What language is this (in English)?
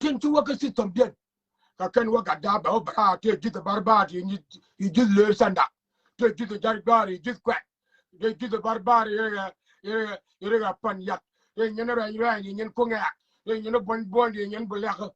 Nuer